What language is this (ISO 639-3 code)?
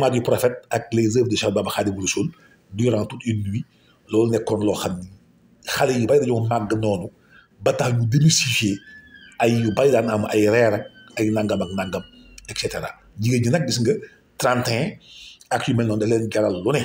wol